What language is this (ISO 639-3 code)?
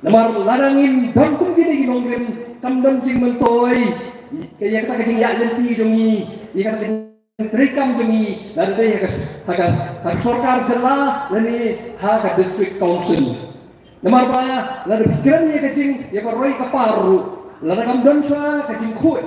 kha